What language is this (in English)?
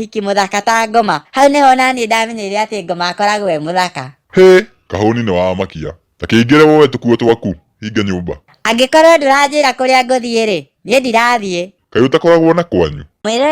Kikuyu